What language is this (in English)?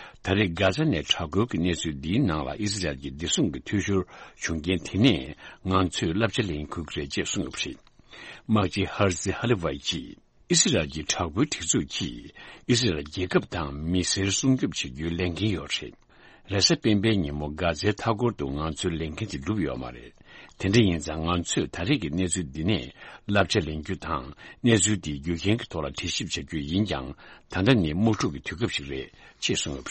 Tibetan